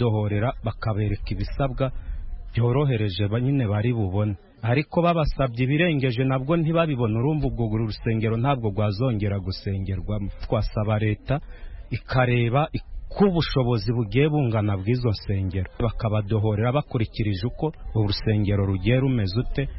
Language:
Kinyarwanda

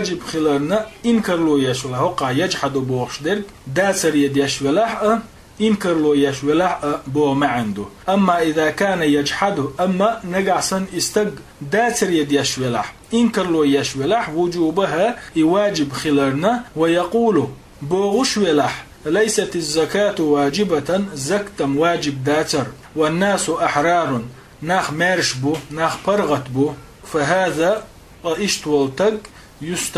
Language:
Chechen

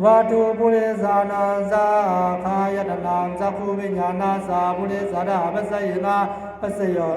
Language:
Pali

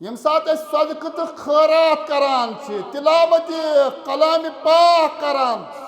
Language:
Kashmiri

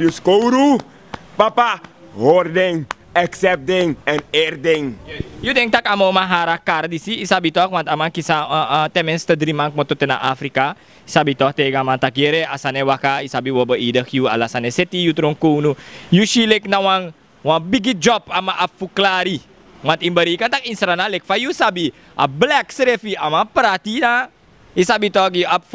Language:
Sranan Tongo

